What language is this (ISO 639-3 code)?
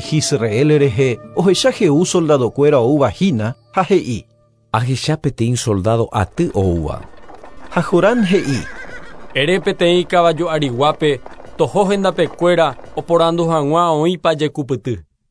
grn